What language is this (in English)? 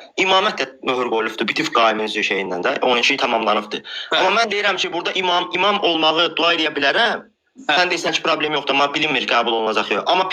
Azerbaijani